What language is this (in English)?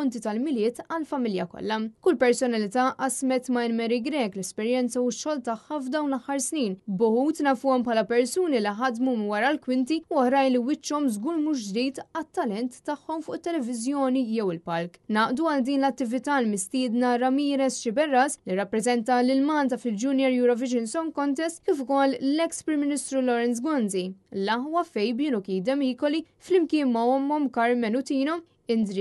Maltese